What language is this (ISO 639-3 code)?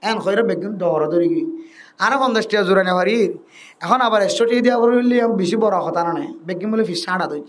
rhg